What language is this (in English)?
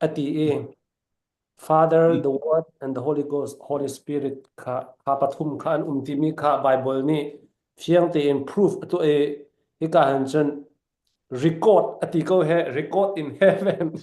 Falam Chin